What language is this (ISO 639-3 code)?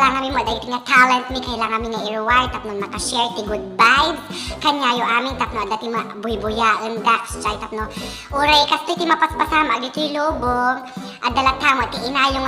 ilo